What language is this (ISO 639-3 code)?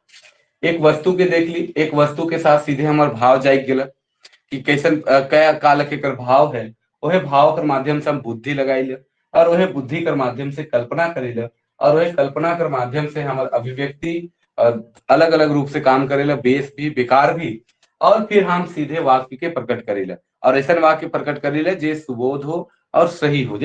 sck